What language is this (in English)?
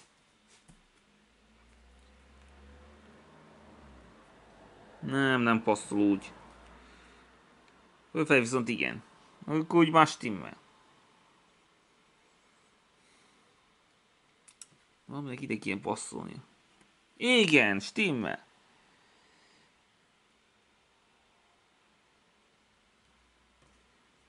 Hungarian